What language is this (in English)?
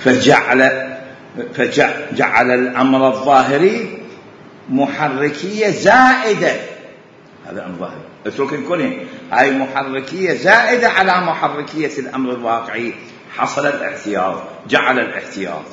Mesopotamian Arabic